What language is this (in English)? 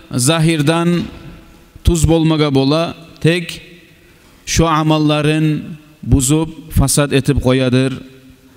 Kumyk